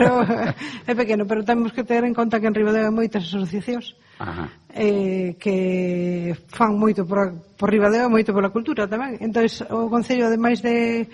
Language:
Galician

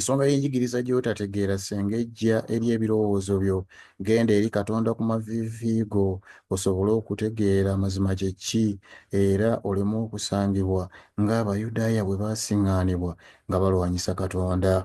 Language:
Ganda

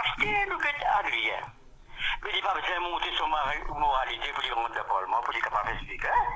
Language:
Morisyen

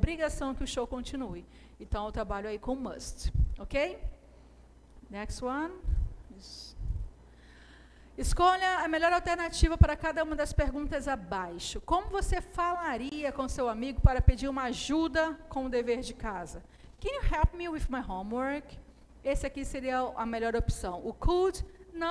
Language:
Portuguese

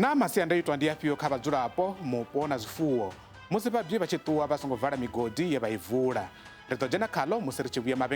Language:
Venda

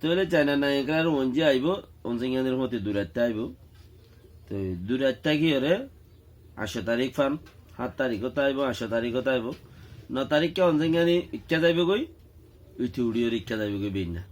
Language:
Rohingya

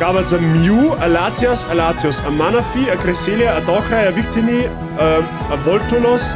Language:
Bavarian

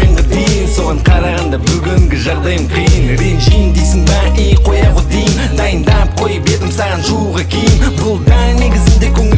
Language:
Kazakh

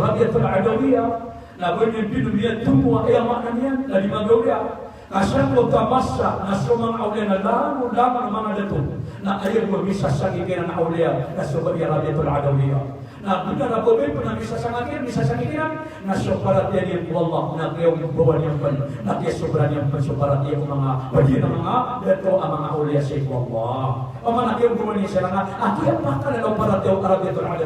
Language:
Maranao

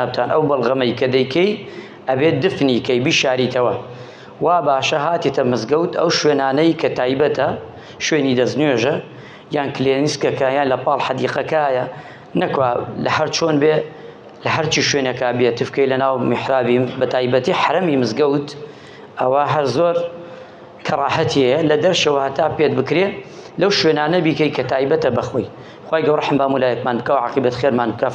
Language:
Central Kurdish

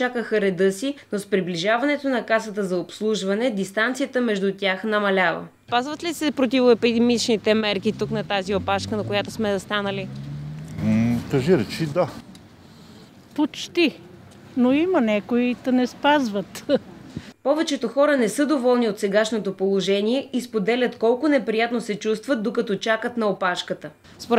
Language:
Bulgarian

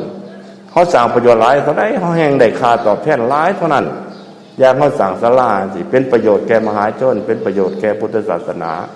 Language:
Northeastern Thai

